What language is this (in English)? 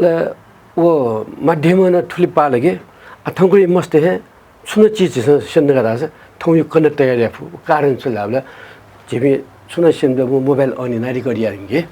Newari